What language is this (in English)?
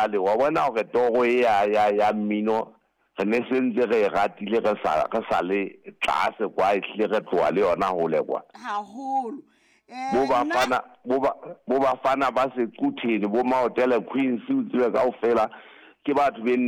Southern Sotho